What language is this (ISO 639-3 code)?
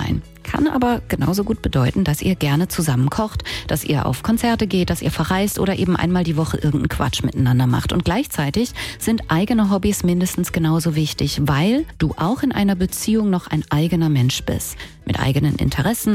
deu